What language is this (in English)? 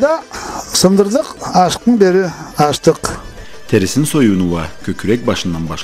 Karachay-Balkar